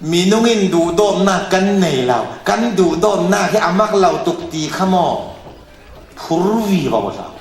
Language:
Falam Chin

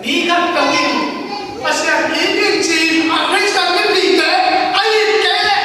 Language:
Tedim Chin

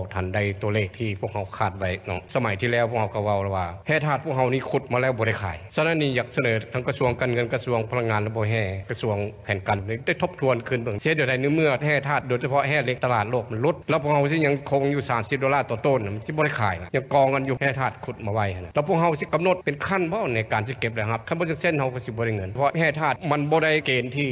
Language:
Lao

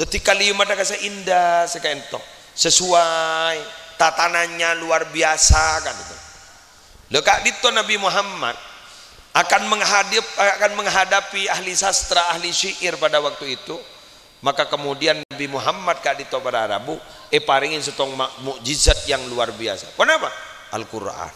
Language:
Madurese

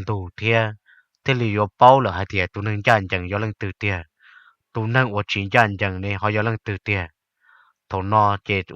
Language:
Hmong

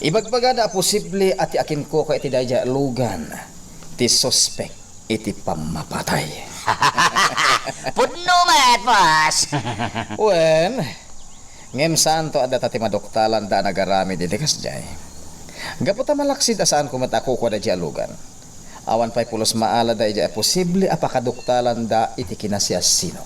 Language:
Iloko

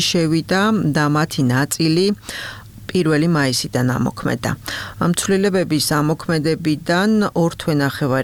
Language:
Georgian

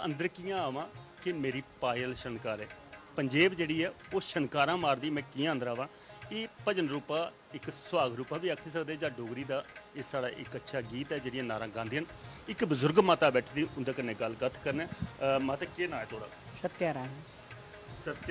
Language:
Dogri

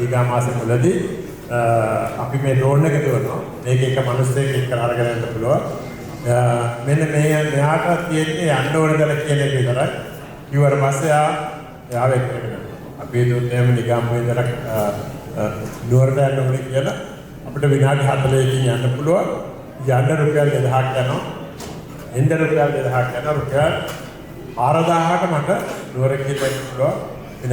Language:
Sinhala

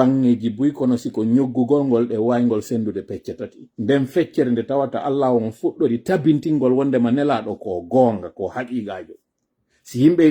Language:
Pular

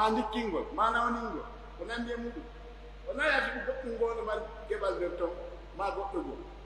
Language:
Pular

